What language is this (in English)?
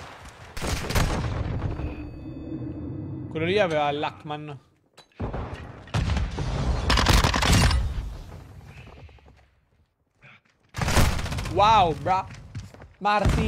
Italian